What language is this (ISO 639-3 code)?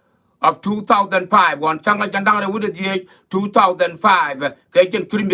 nus